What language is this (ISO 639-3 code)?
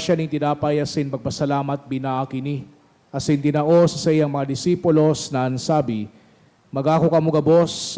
bik